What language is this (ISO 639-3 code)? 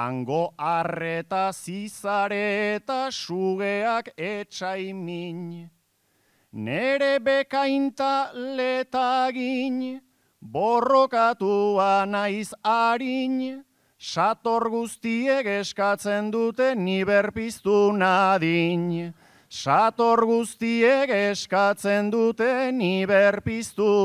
eus